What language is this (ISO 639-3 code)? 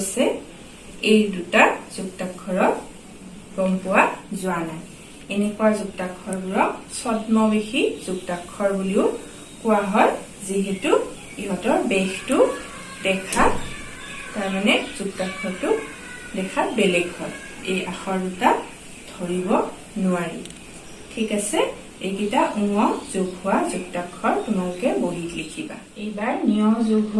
asm